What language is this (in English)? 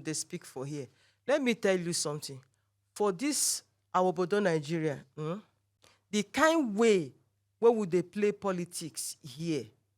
Nigerian Pidgin